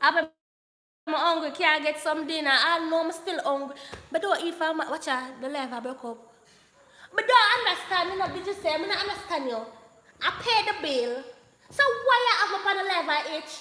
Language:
Jamaican Creole English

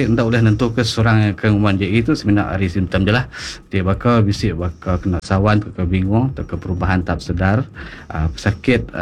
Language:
Iban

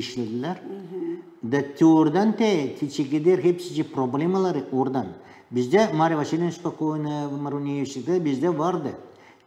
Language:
Gagauz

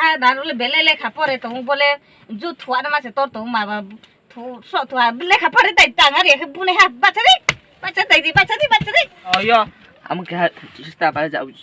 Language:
Riang (India)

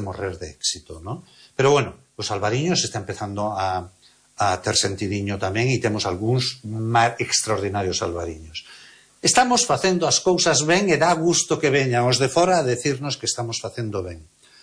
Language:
Galician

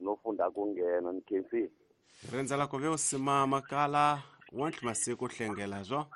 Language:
Tsonga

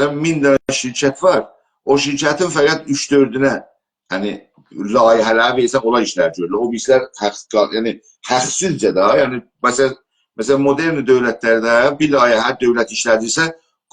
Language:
South Azerbaijani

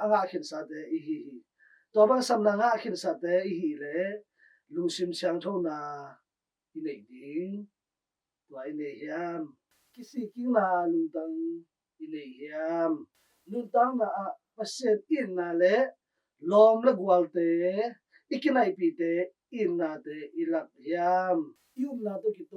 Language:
Tedim Chin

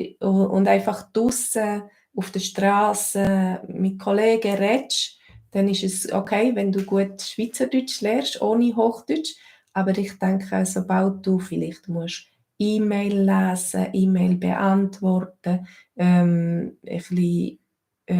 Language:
Swiss German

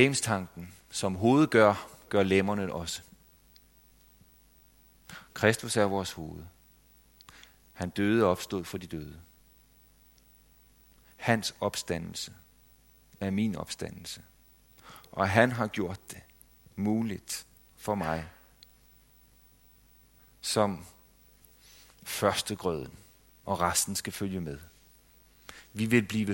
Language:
Danish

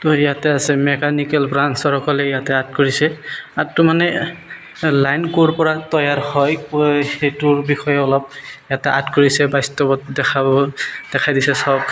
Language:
Assamese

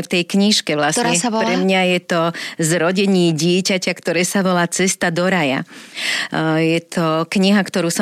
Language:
Slovak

